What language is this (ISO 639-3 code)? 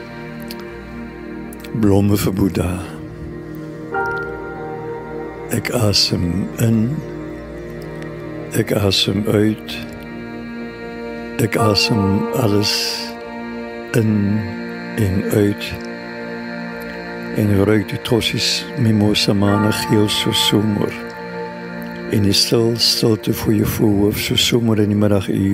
afr